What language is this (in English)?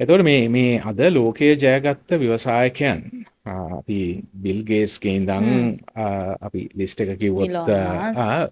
Sinhala